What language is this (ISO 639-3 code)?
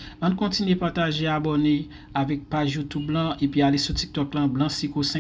hat